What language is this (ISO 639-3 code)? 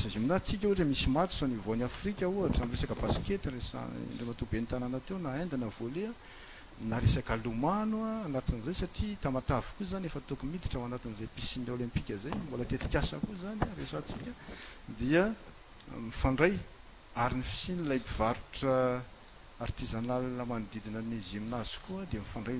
mlg